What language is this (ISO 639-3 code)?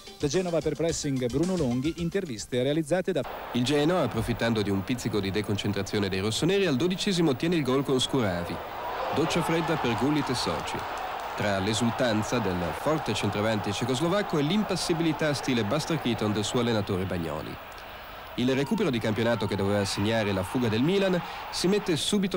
ita